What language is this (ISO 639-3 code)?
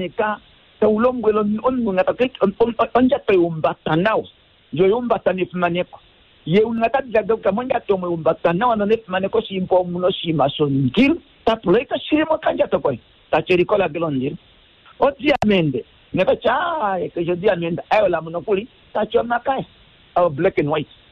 kua